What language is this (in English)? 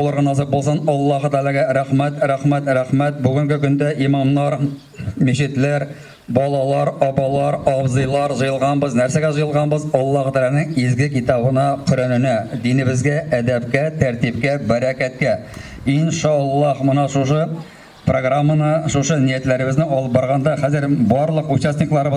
Bashkir